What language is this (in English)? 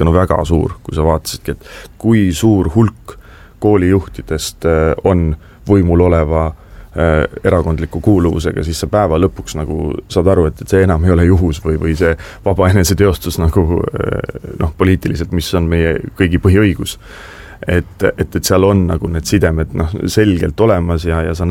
Estonian